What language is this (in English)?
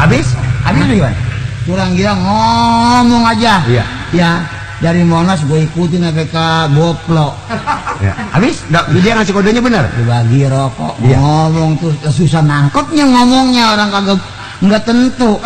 Betawi